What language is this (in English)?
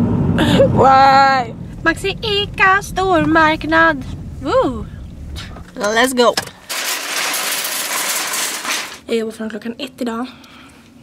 Swedish